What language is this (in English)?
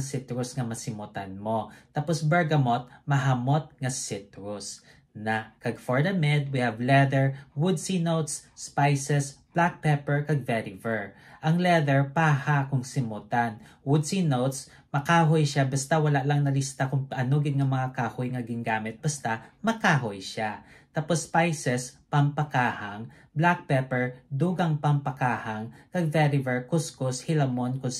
Hiligaynon